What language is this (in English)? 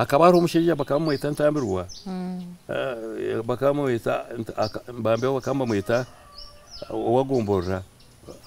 Nyankole